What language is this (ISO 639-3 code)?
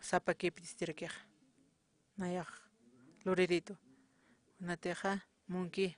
aym